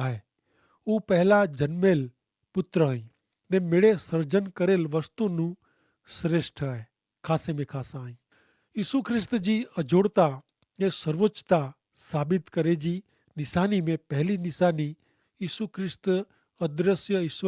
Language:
Kachhi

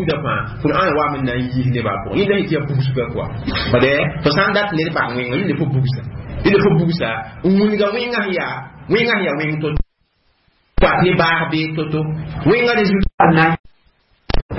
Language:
Mossi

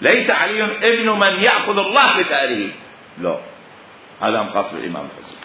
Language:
Mesopotamian Arabic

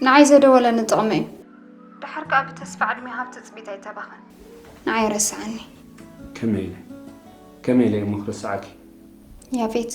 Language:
Tigrinya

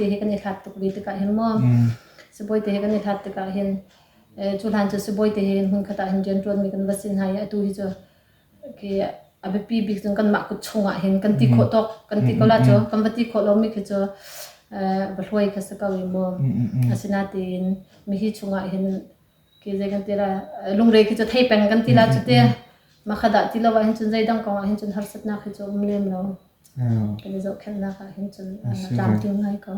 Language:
Hakha Chin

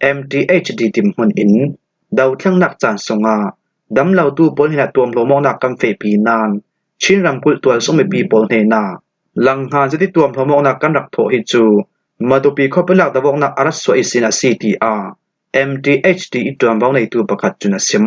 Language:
Falam Chin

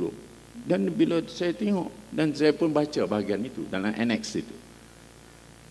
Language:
Malay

